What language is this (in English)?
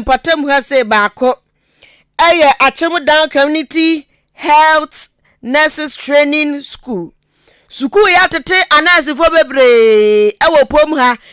Akan